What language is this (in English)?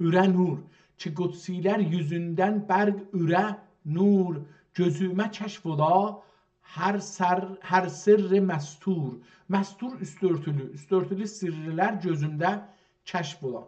South Azerbaijani